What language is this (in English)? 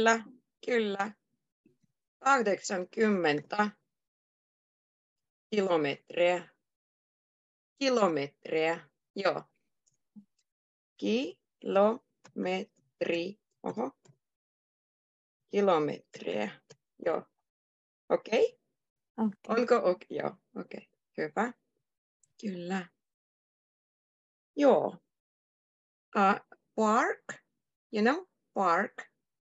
Finnish